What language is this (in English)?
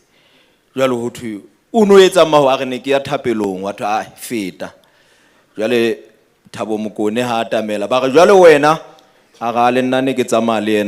Southern Sotho